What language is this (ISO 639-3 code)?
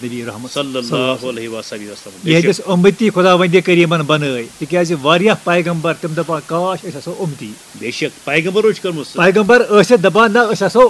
kas